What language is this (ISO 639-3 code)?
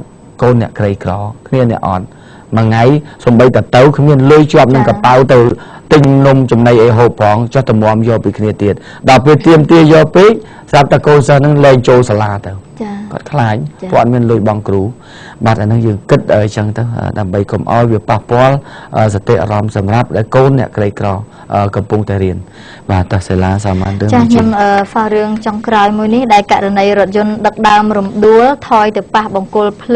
khm